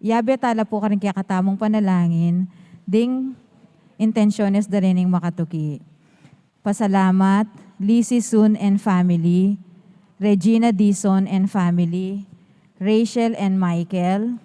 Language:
Pampanga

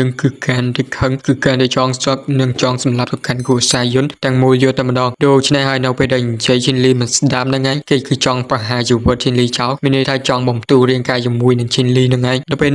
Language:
Khmer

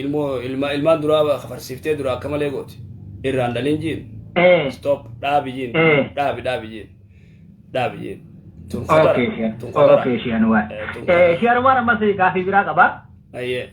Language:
Oromo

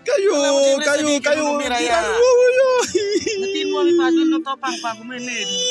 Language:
Alur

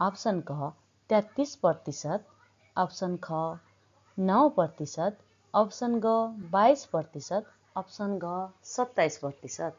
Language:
Nepali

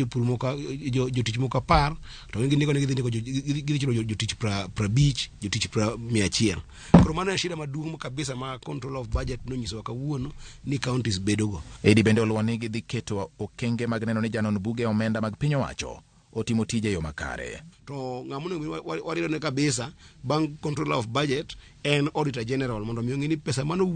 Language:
Luo (Kenya and Tanzania)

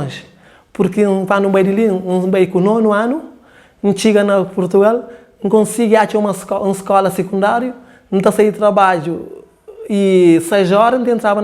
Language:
Kabuverdianu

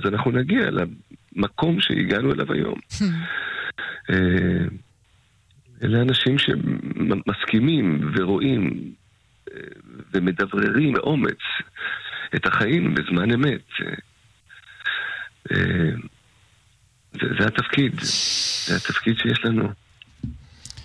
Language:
Hebrew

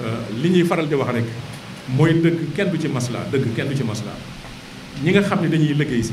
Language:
Wolof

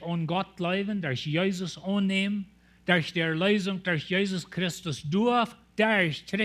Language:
Plautdietsch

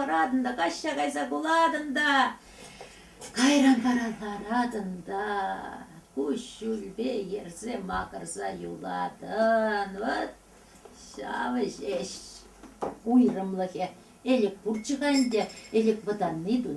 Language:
Chuvash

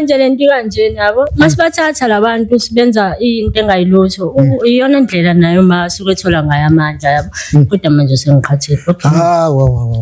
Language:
Zulu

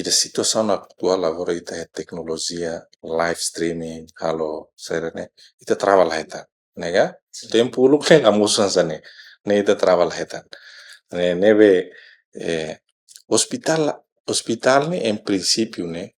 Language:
Tetum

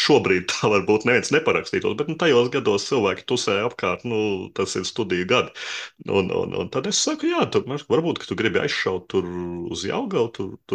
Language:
Latvian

